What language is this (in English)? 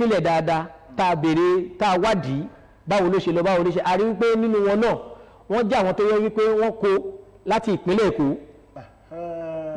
Yoruba